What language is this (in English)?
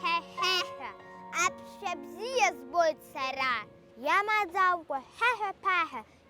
Abkhazian